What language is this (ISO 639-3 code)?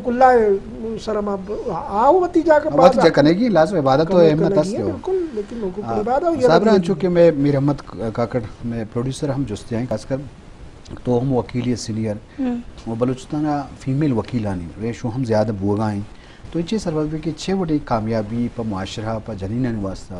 bgp